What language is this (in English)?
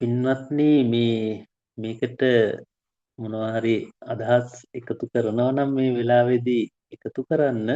Sinhala